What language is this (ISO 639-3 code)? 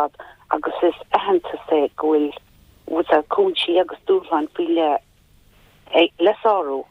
gle